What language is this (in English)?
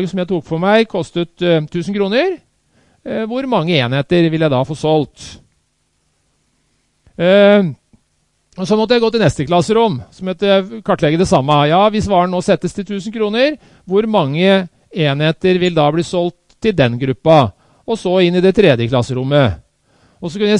Norwegian